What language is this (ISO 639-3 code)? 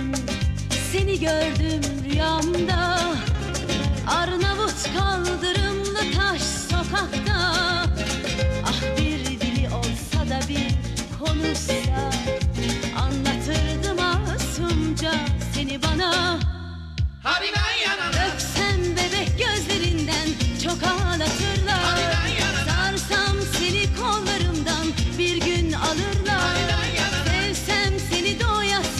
tur